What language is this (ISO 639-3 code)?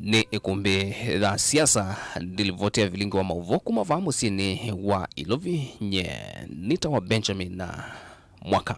kam